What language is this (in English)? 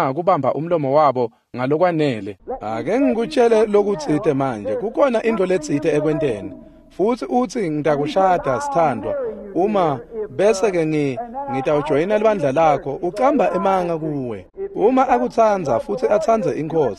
Swati